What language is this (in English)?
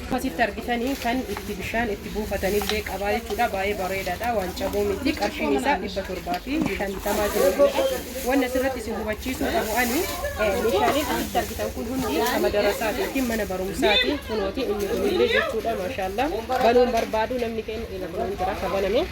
Oromo